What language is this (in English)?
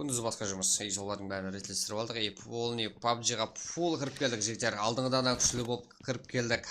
Kara-Kalpak